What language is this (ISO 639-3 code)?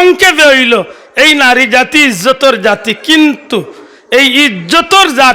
syl